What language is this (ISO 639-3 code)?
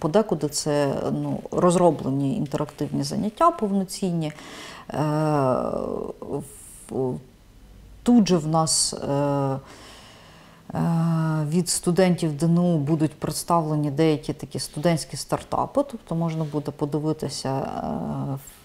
ukr